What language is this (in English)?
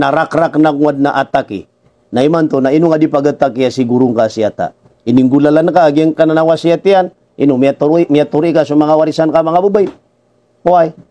Maranao